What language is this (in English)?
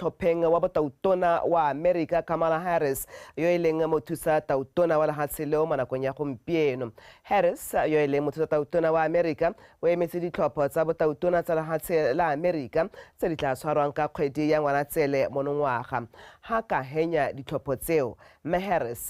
Tswana